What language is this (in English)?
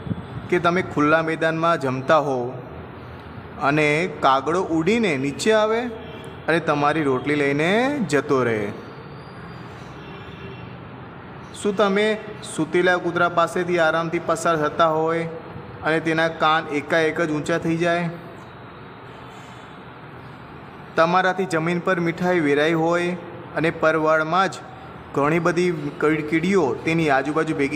Gujarati